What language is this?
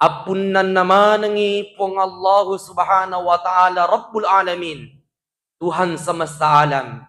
Buginese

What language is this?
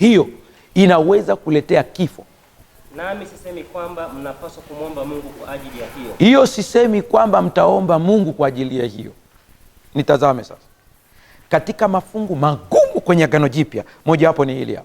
Swahili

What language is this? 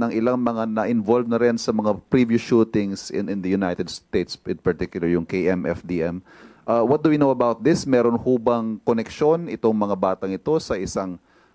Filipino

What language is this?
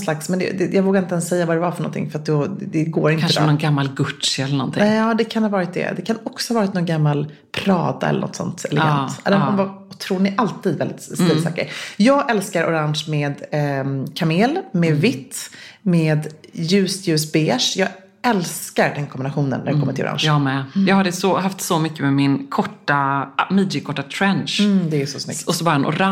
Swedish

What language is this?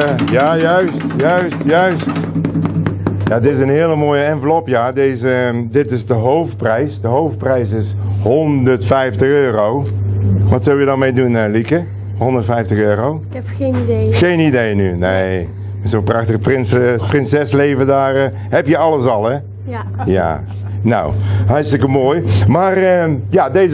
Dutch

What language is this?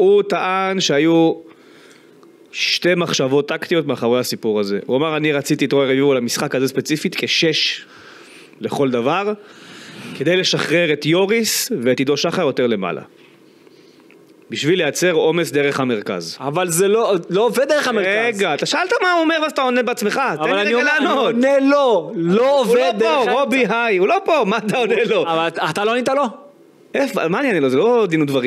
Hebrew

